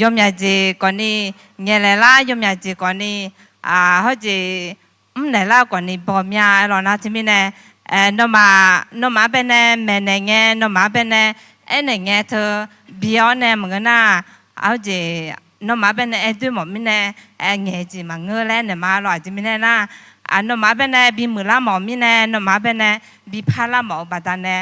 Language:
Akha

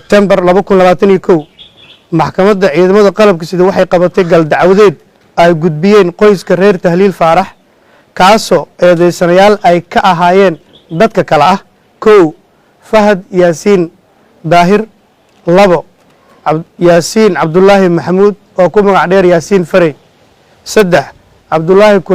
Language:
Somali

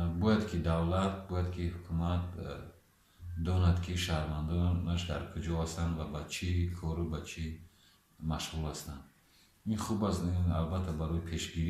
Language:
Tajik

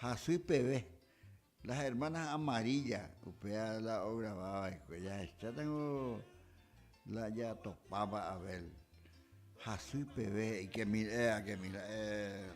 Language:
Guarani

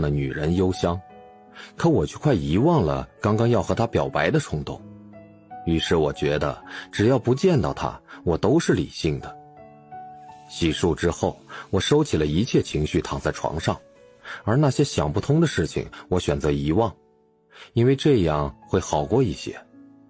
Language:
Chinese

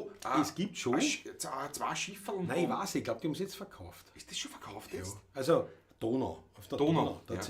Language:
Bavarian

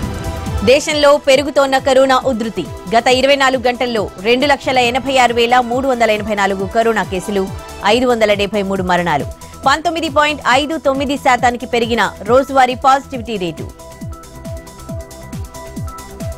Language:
Telugu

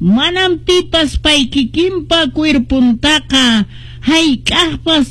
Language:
Quechua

